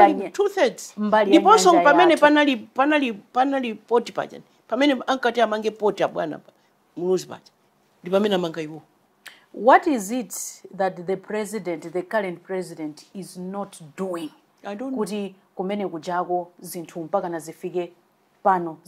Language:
Nyanja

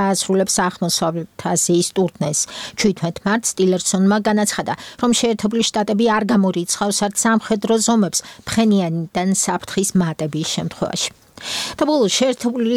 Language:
Georgian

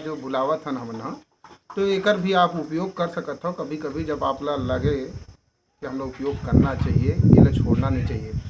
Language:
Chhattisgarhi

